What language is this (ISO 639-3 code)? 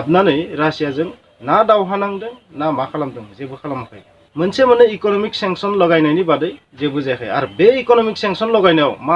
brx